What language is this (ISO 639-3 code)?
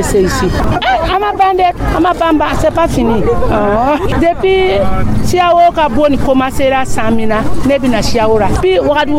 dyu